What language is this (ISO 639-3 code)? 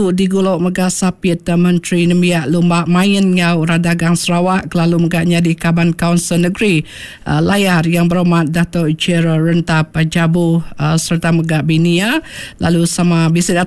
iba